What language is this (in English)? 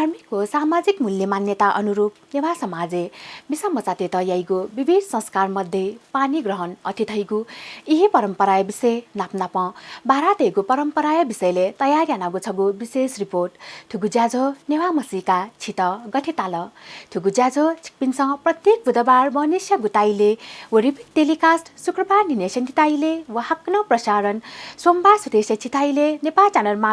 Newari